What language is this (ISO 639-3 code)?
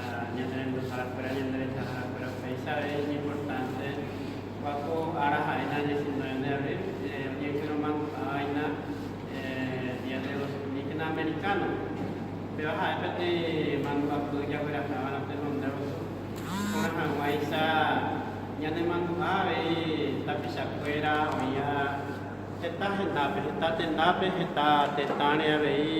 grn